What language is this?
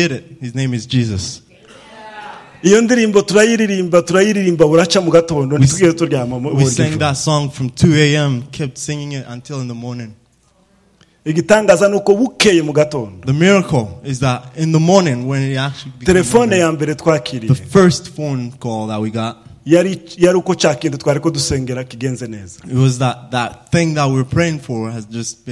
Rundi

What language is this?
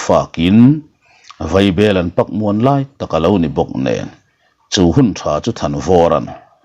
Mizo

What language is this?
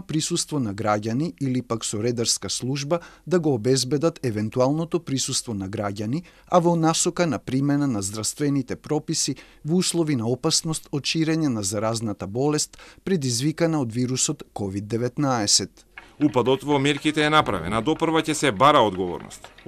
Macedonian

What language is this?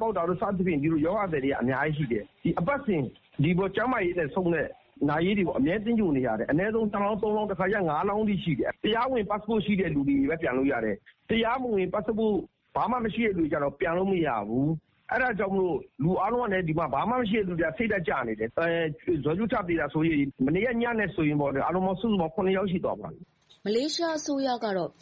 Burmese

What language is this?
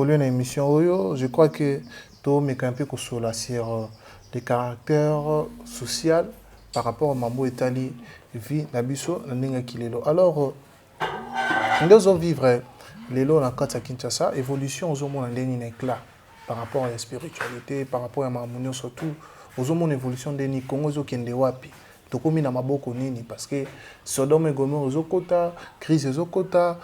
Lingala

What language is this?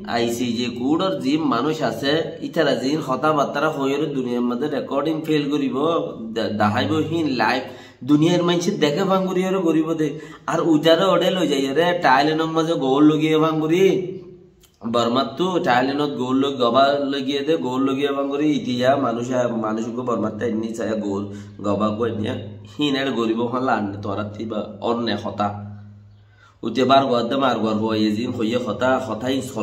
Rohingya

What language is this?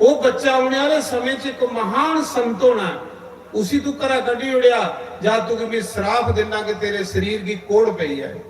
Dogri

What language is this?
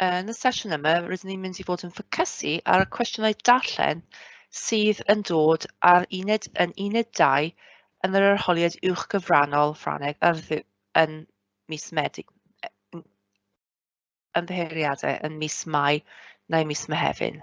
Welsh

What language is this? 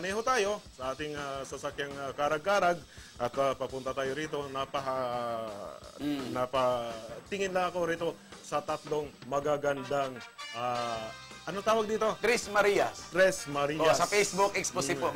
Filipino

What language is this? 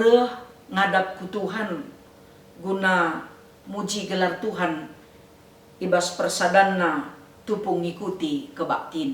Batak Karo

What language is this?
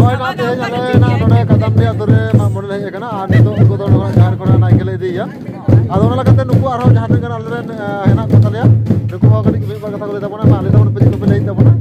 Santali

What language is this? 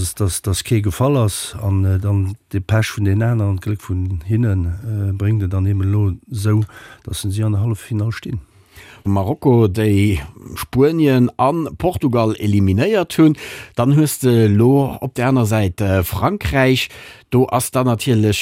Luxembourgish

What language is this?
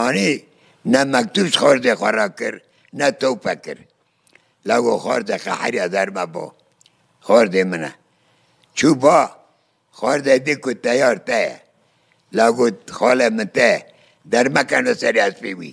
Kurdish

